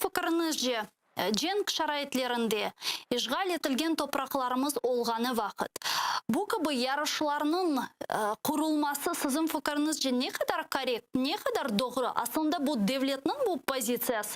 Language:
Crimean Tatar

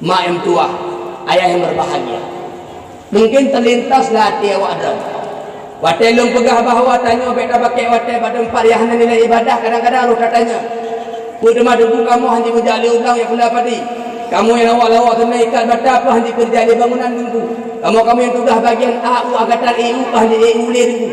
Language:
Achinese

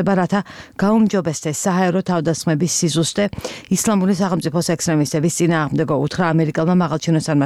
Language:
Georgian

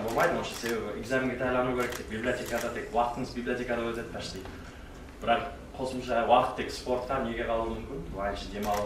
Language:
Kara-Kalpak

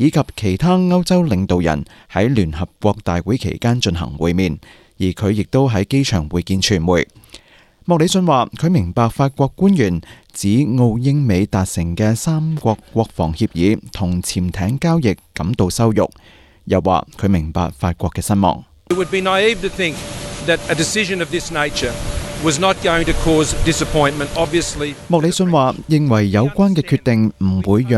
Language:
Cantonese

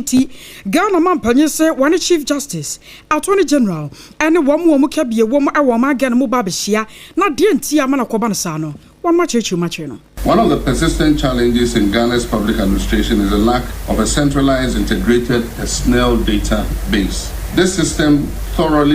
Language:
Akan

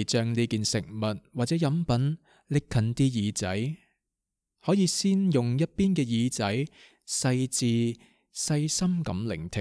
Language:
Cantonese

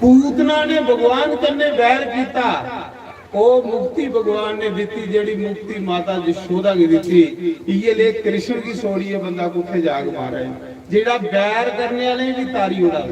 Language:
Dogri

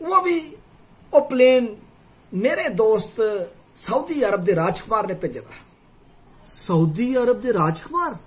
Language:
Dogri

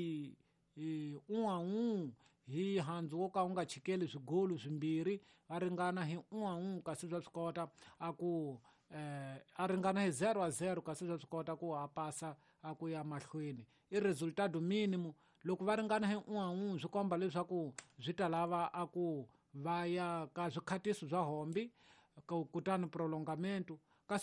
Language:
Tsonga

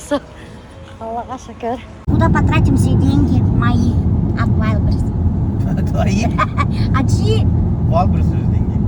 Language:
Bashkir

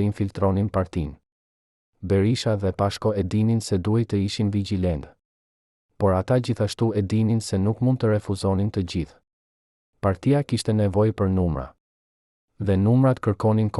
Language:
Albanian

